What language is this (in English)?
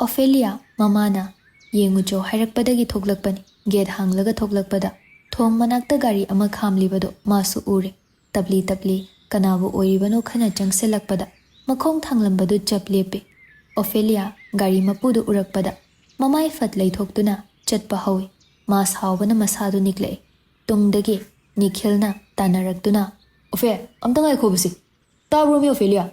Manipuri